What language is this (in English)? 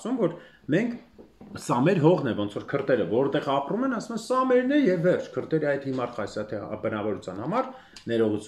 Armenian